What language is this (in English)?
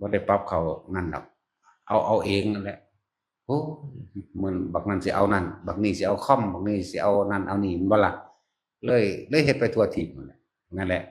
Northeastern Thai